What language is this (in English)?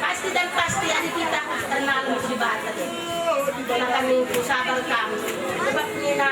Batak Karo